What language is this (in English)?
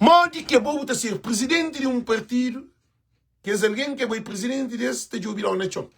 Kabuverdianu